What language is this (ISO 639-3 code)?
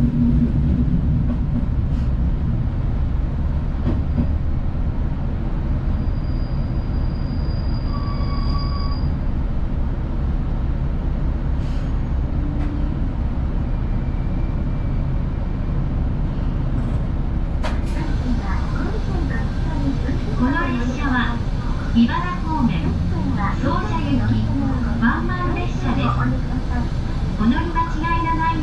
jpn